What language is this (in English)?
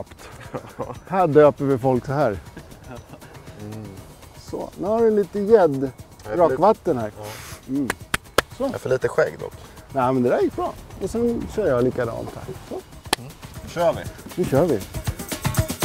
Swedish